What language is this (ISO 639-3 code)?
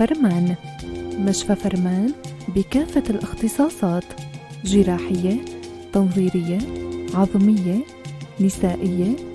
apc